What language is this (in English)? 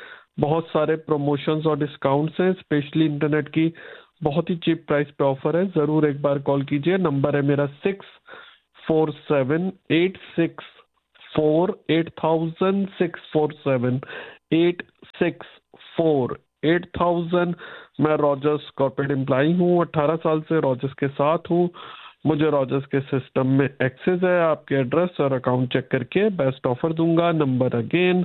Hindi